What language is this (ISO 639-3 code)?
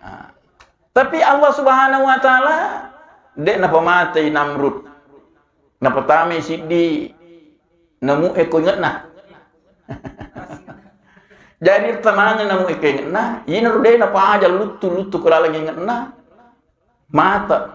bug